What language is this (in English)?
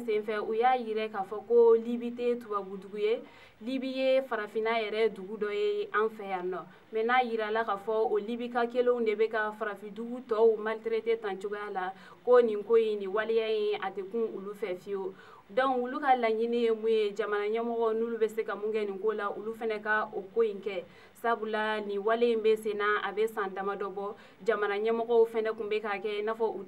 Bambara